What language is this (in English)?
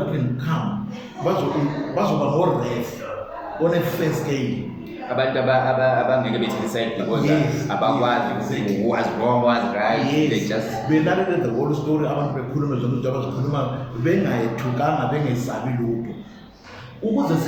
Zulu